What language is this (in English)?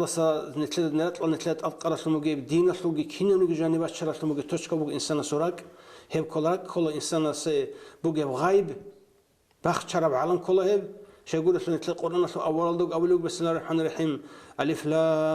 Avaric